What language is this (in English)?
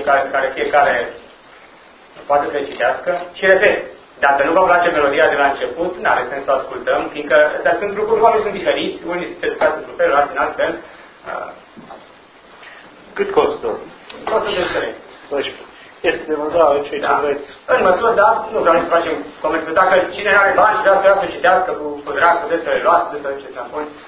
Romanian